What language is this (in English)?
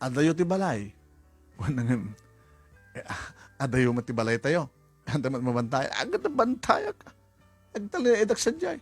Iloko